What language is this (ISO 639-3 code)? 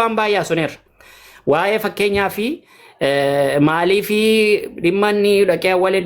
orm